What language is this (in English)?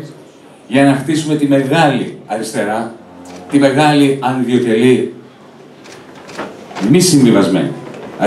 Greek